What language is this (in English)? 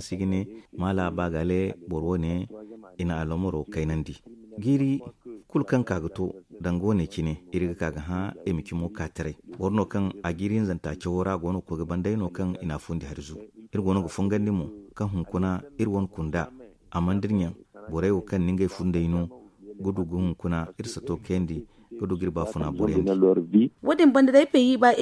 Zarma